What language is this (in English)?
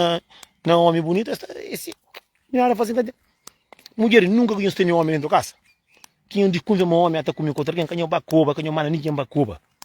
Kabuverdianu